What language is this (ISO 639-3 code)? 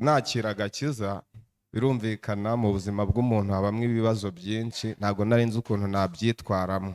run